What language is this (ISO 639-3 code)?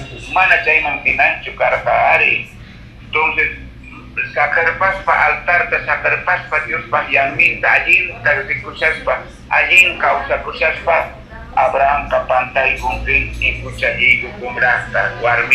que